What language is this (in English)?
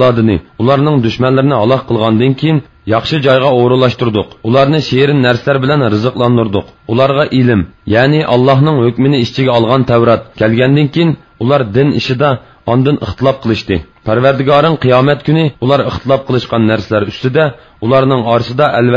Uyghur